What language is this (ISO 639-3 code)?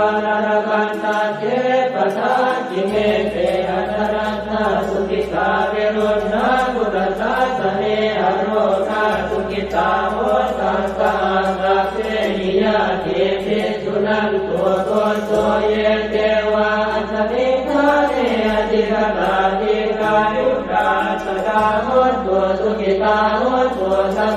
pli